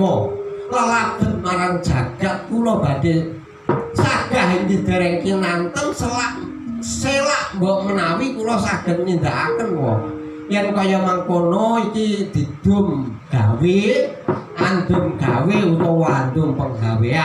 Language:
Javanese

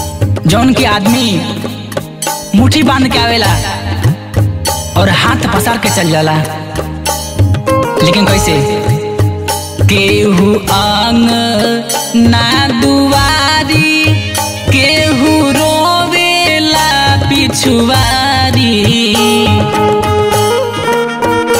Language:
Bhojpuri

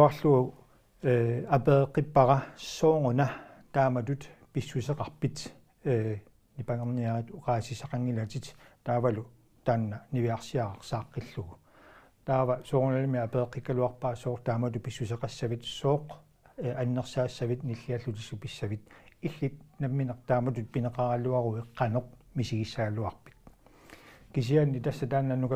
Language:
Kalaallisut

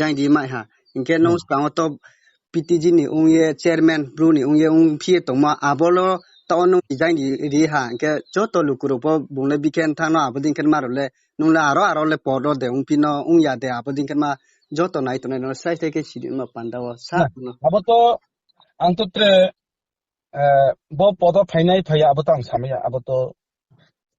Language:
Riang (India)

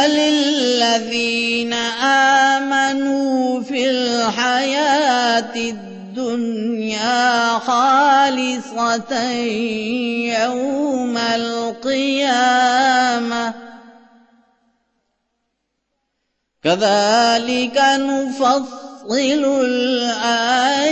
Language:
Urdu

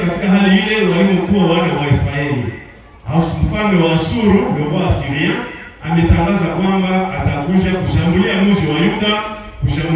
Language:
Swahili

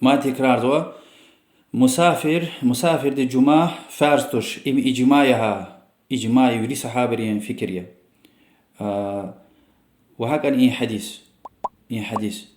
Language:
Lezghian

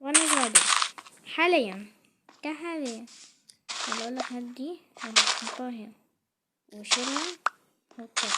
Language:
Egyptian Arabic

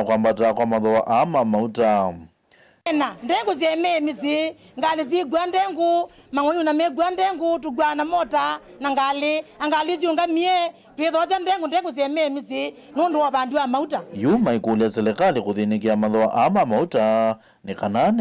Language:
Kamba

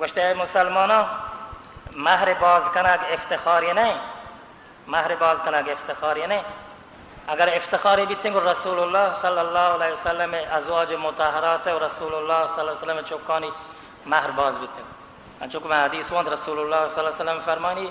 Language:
Baluchi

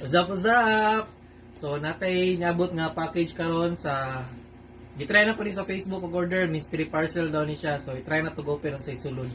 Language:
Cebuano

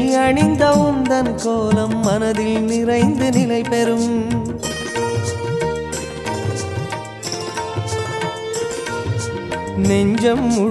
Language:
Tamil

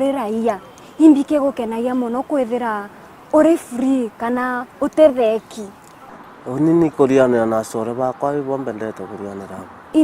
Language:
Meru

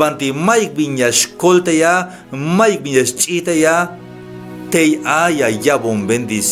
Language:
Tzeltal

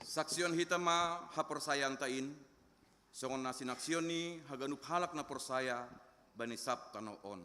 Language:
Batak Simalungun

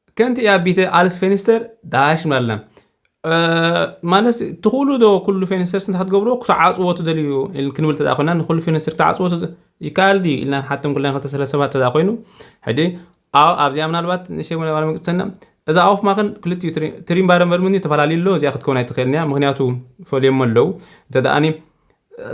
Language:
Tigrinya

